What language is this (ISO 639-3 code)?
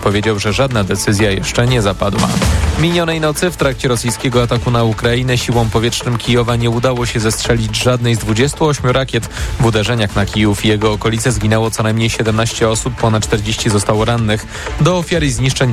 pol